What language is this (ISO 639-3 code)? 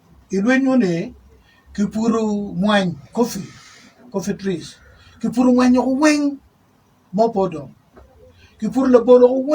ach